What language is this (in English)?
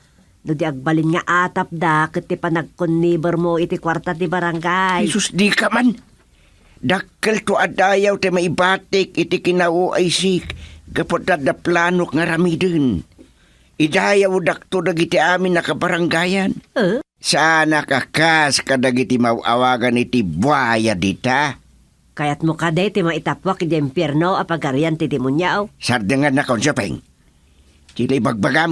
Iloko